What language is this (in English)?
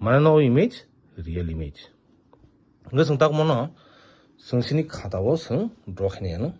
Kok Borok